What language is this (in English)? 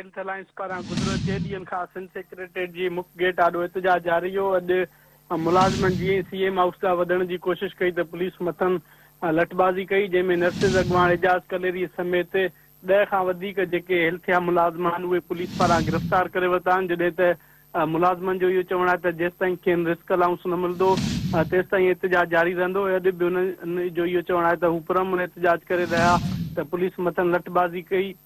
Sindhi